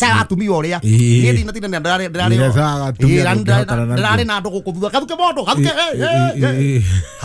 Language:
Kikuyu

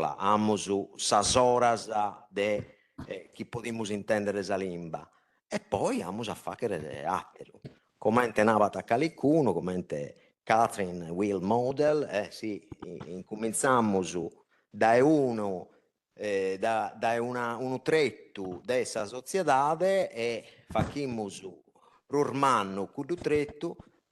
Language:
Sardinian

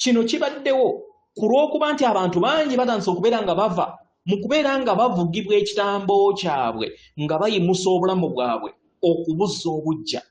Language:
Ganda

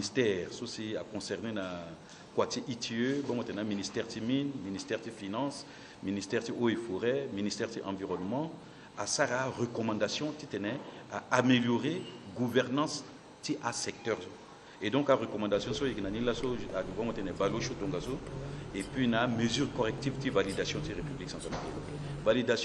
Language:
Sango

